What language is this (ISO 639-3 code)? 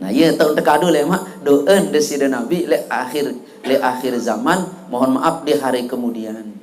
sas